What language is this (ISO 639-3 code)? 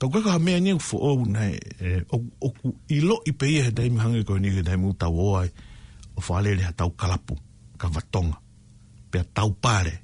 ton